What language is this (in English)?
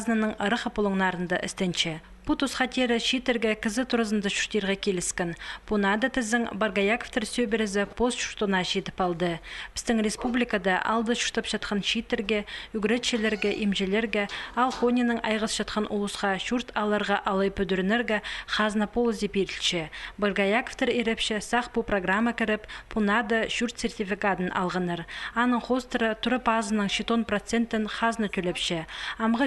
Khakas